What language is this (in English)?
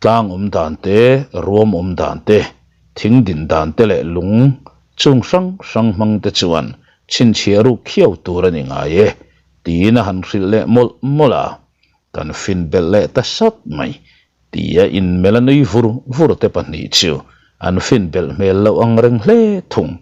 Mizo